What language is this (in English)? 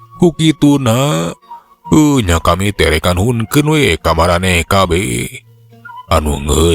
Sundanese